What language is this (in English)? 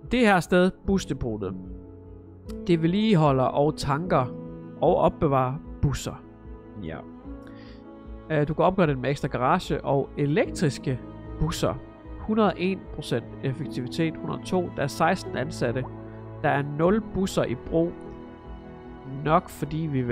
Danish